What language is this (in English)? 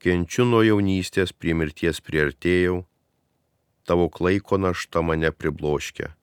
Lithuanian